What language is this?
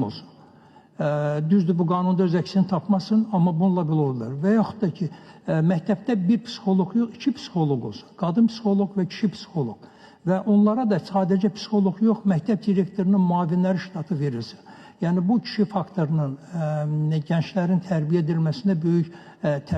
Azerbaijani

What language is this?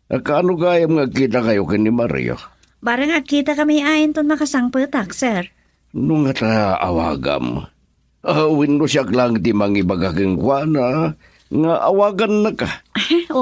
Iloko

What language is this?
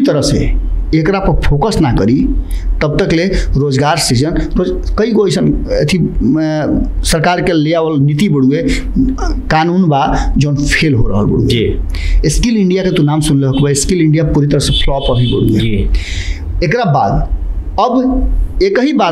Bhojpuri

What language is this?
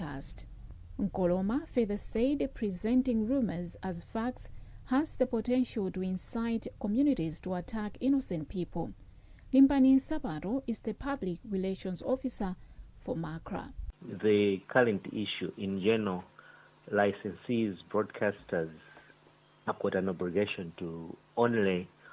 English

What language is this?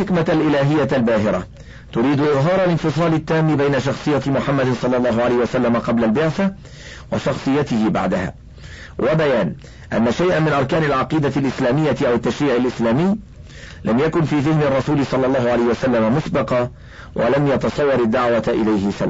Arabic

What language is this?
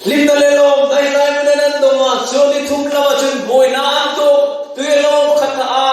Hmar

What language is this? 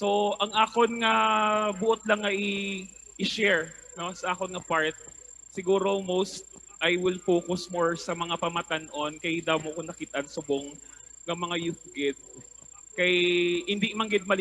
Hiligaynon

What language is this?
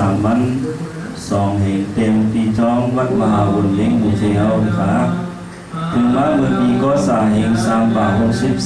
Shan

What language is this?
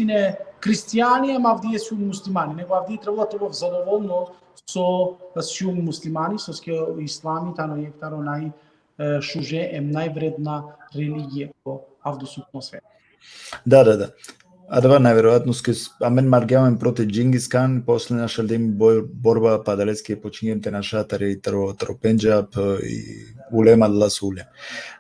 Balkan Romani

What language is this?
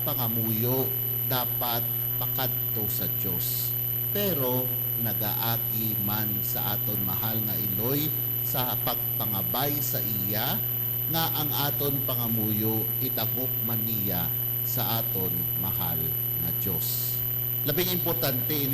Hiligaynon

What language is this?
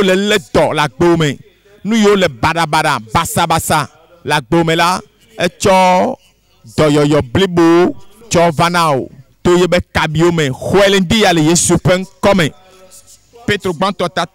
Ewe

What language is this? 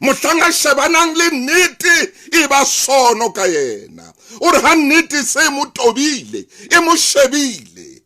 Southern Sotho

